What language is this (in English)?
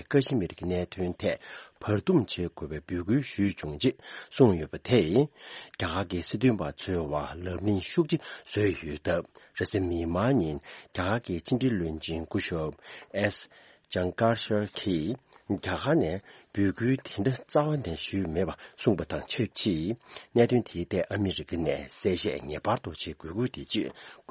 Tibetan